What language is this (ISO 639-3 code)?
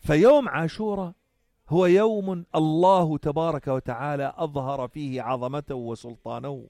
apc